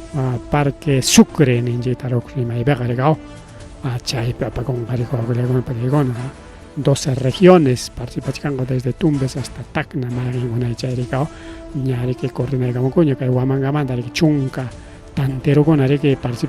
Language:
Ayacucho Quechua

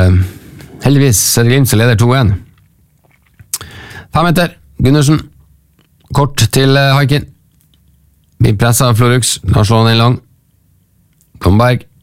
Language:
Norwegian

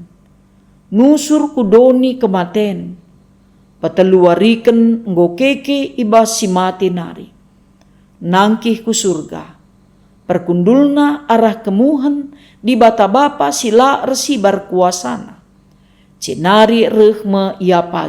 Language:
Batak Karo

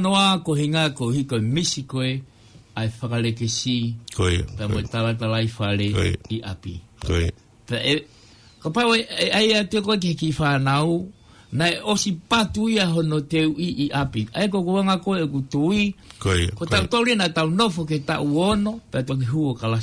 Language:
Tongan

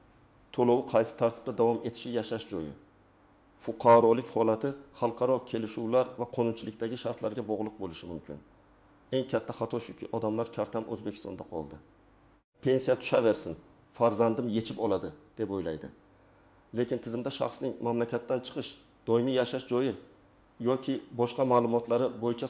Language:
Uzbek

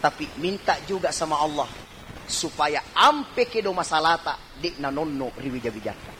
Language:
Buginese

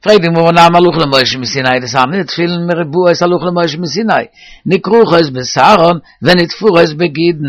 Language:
Yiddish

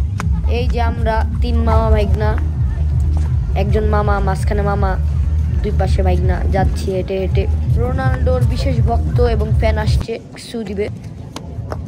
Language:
Bangla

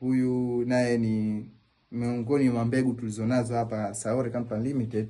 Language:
Swahili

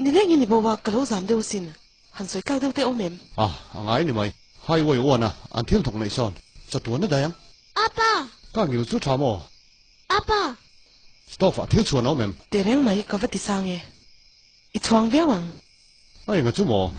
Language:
Hakha Chin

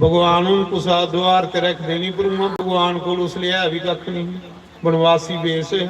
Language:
Dogri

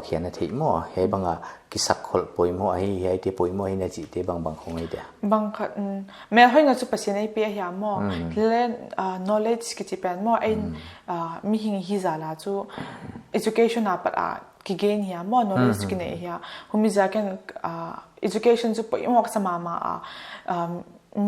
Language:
Paite Chin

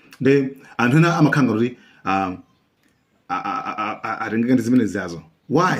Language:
Nyanja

